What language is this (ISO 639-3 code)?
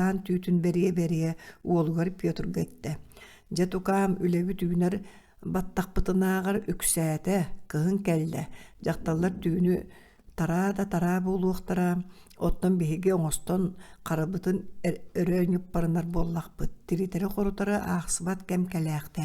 sah